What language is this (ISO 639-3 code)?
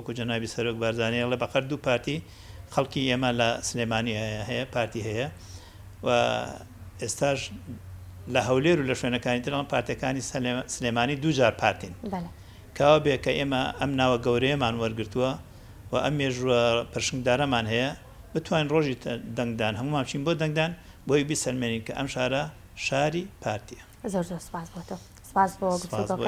ckb